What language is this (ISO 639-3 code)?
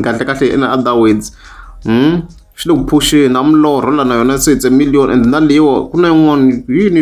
tso